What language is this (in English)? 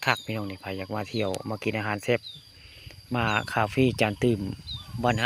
Northeastern Thai